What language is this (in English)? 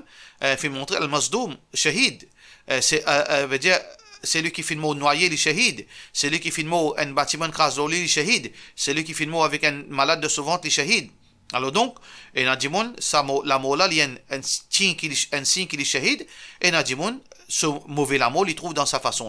Morisyen